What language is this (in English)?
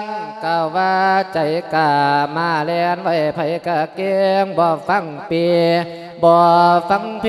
Lao